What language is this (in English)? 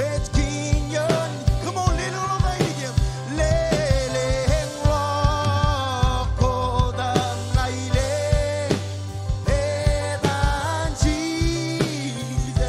Marshallese